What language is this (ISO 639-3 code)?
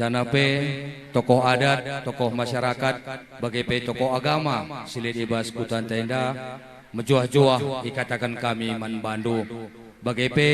btx